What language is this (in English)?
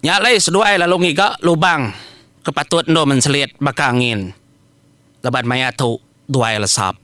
Iban